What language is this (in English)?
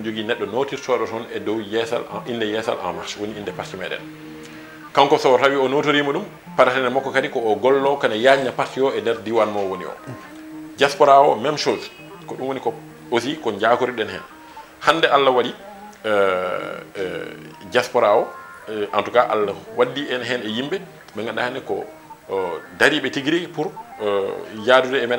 Fula